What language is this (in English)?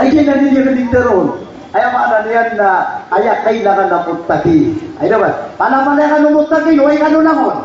Maranao